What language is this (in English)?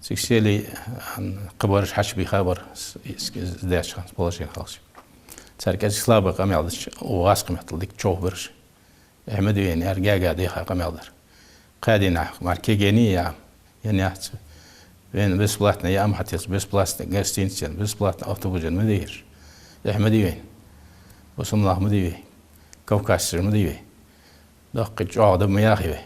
Ingush